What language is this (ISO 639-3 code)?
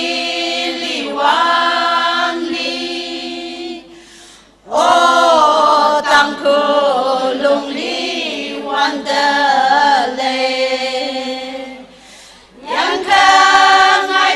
nmf